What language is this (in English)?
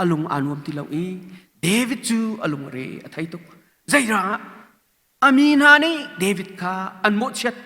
Hakha Chin